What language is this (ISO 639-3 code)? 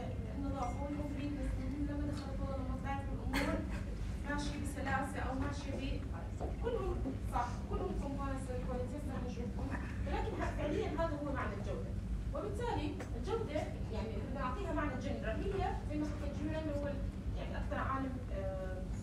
apc